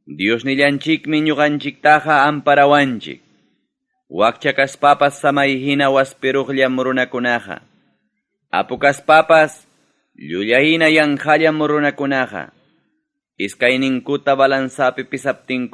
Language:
Ayacucho Quechua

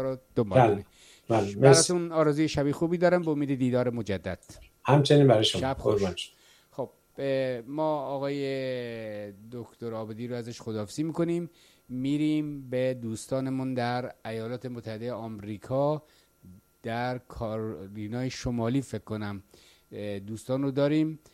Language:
Persian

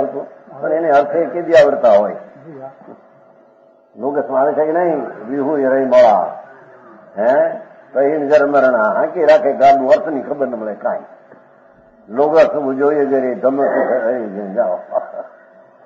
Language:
Gujarati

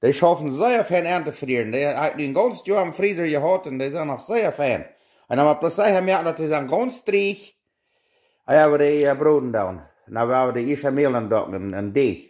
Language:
Plautdietsch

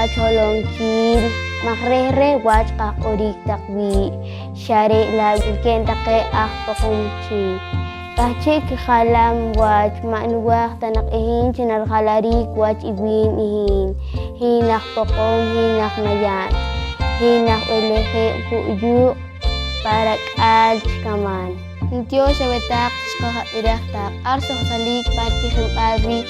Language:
Poqomchi'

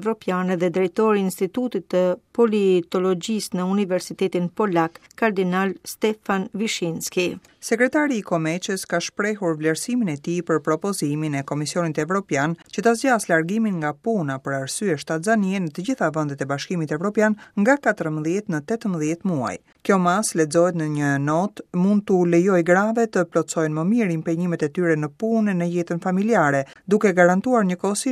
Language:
Albanian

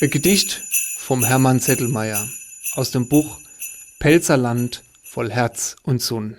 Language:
Palatine German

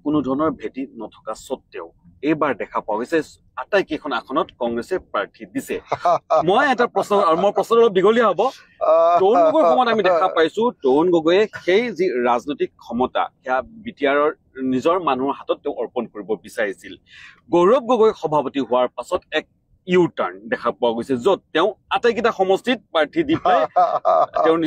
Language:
Assamese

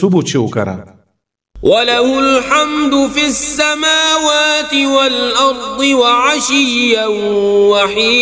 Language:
Kashmiri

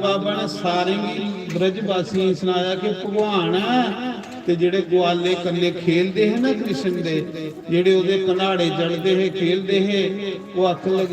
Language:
Dogri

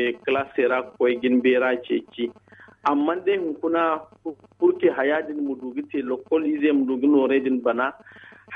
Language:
Zarma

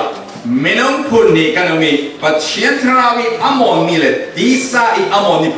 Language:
Falam Chin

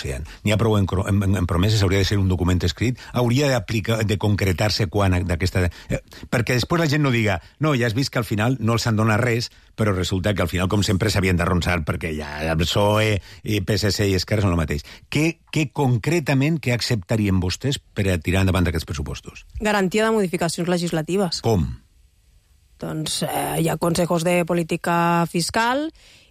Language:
Catalan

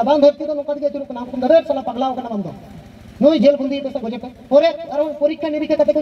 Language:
Santali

